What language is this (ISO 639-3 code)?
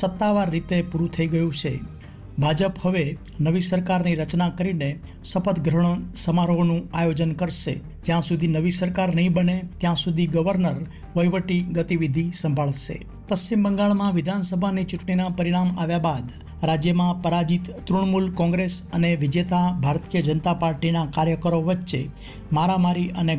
guj